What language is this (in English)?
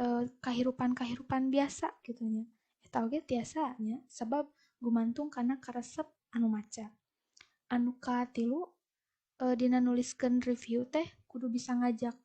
Sundanese